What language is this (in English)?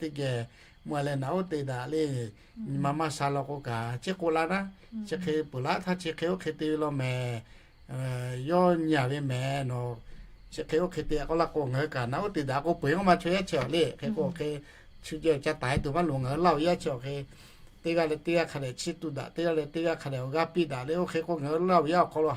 Lahu